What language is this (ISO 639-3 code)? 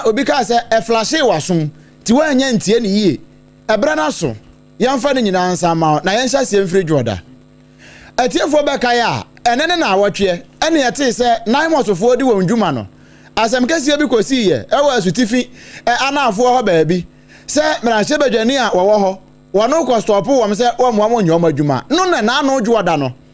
aka